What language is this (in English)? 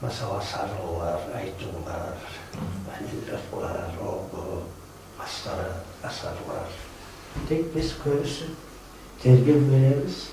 Kumyk